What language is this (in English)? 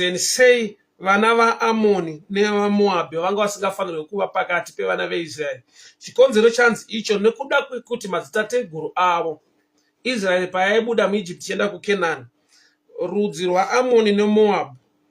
Shona